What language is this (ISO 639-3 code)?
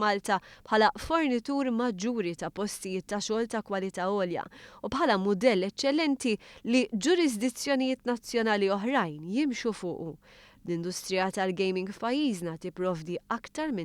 mlt